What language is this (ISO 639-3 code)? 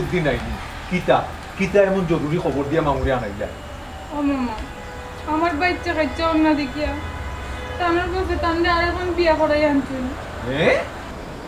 syl